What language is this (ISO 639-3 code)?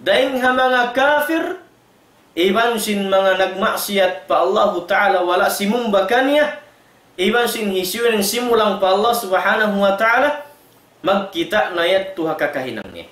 tsg